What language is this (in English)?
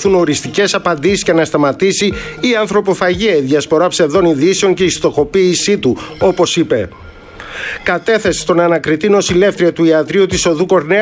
Greek